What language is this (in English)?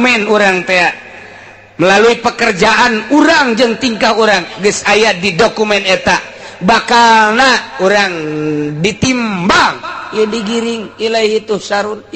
Sundanese